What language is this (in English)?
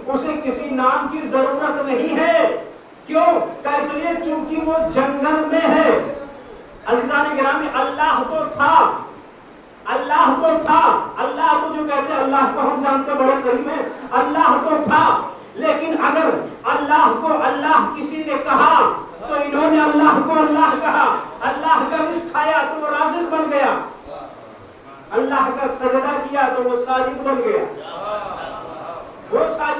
Urdu